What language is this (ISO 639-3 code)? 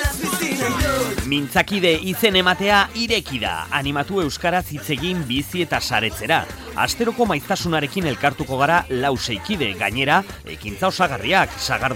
eus